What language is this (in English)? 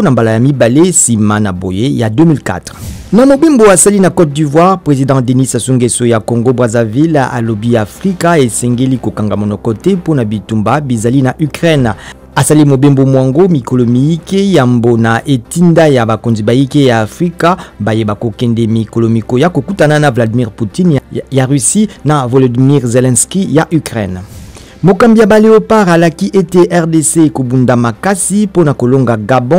Lingala